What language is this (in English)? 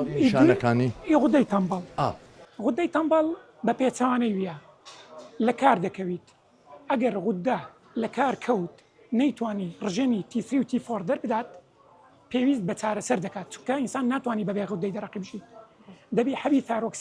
Central Kurdish